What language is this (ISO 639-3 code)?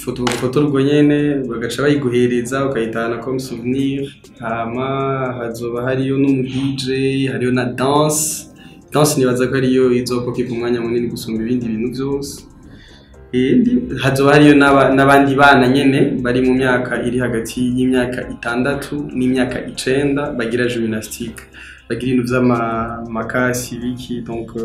run